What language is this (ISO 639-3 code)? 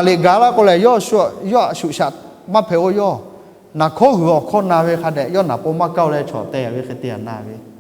lhu